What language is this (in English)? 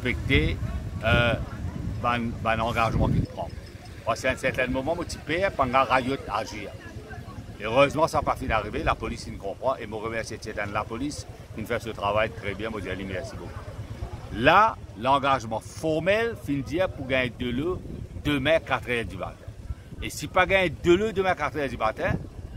Morisyen